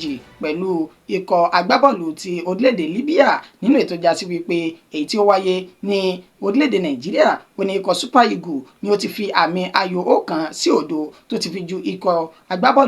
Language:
Yoruba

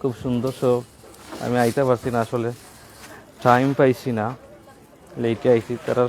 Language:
Sylheti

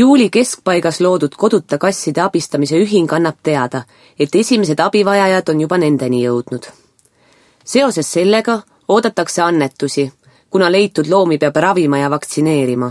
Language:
Estonian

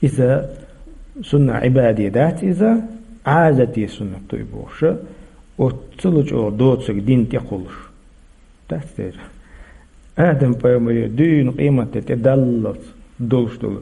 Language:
Chechen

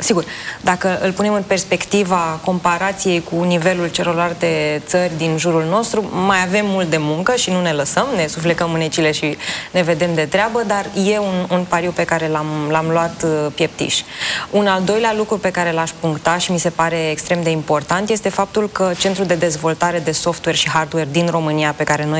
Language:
Romanian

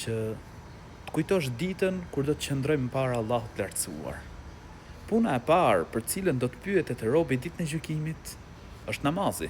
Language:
Albanian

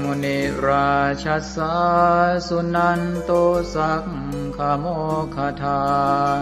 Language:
Pali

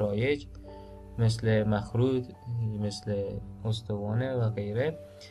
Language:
Persian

